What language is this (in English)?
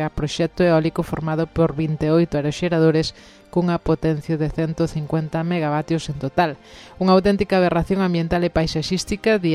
Galician